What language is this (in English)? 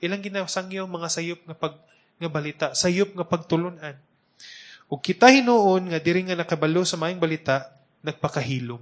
Cebuano